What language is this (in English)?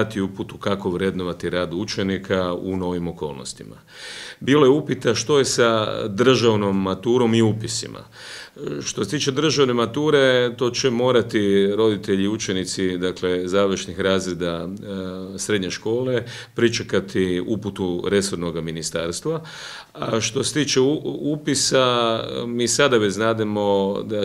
Croatian